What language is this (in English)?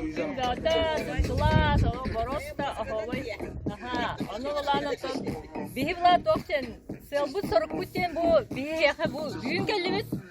Yakut